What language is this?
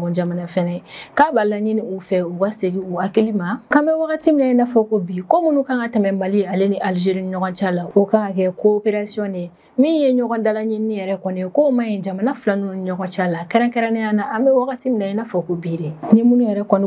Bambara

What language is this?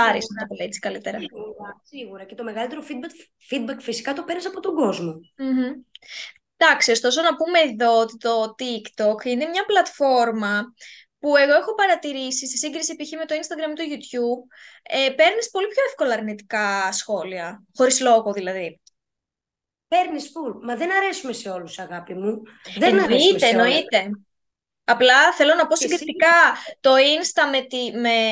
Greek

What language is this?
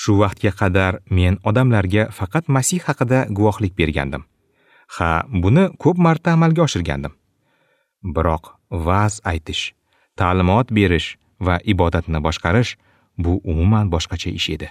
Uzbek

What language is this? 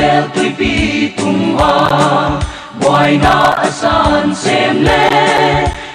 Paite Chin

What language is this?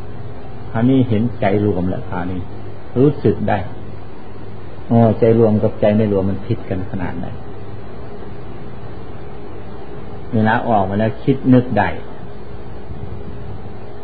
Thai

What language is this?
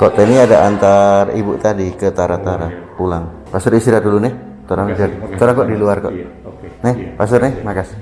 Manado Malay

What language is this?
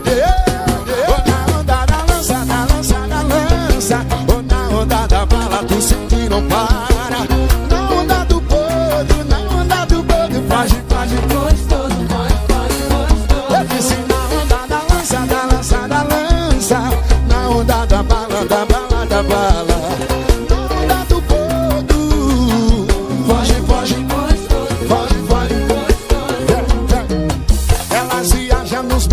Portuguese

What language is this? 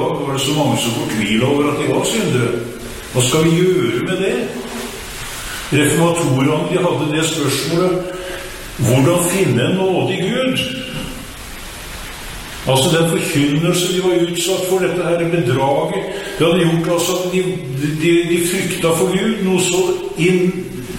Norwegian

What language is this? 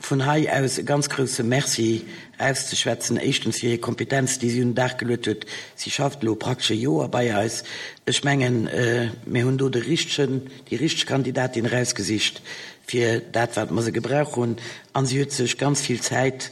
Luxembourgish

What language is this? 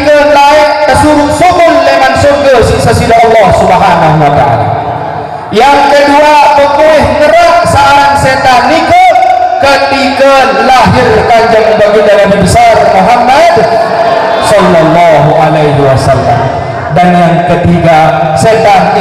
Sasak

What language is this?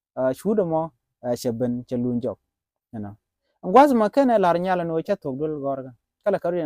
Nuer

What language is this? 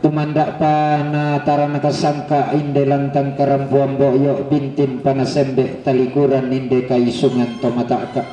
Toraja-Sa'dan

